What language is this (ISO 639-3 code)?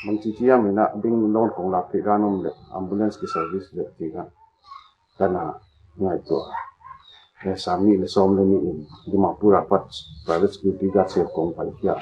pck